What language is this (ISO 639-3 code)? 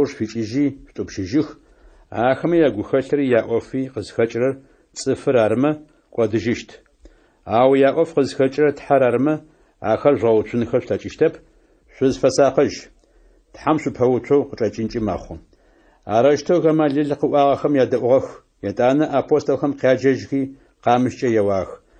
ady